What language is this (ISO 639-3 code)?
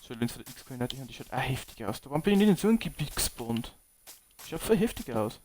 bar